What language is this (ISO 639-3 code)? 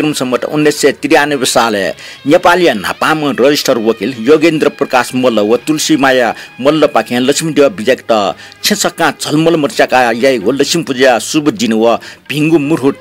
new